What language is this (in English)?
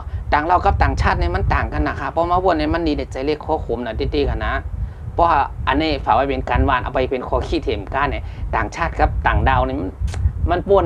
Shan